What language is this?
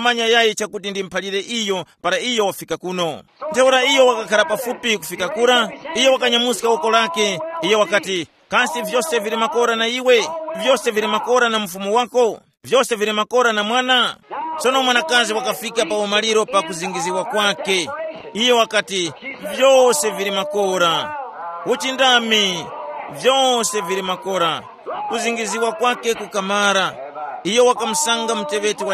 Tumbuka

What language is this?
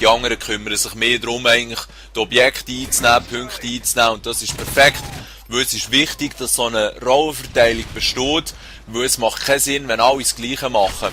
Swiss German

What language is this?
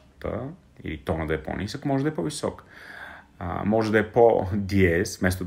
Bulgarian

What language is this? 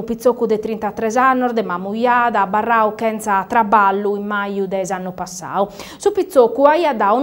Sardinian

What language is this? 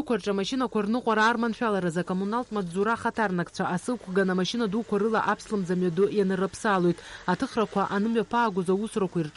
Abkhazian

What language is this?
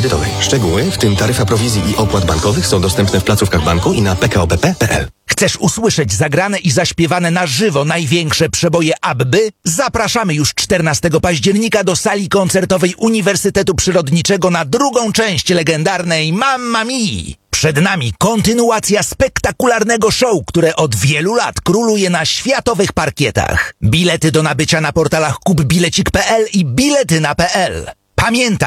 Polish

